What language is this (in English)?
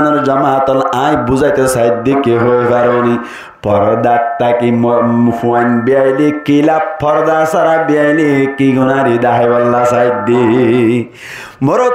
Rohingya